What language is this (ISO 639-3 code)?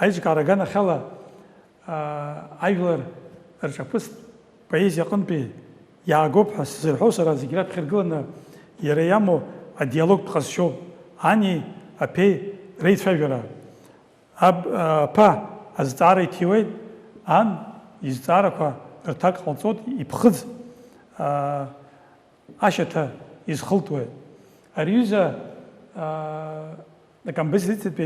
abk